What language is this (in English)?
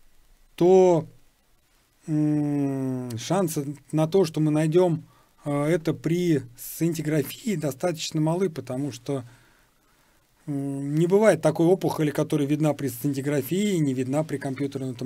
Russian